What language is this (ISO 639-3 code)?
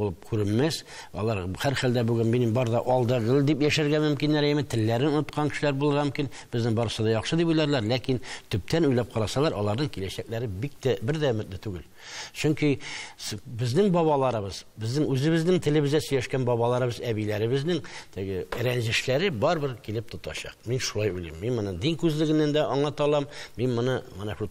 tat